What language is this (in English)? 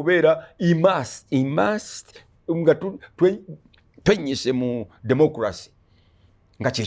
Ganda